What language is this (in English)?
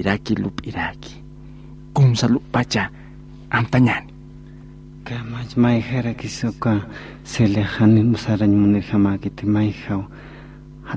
Aymara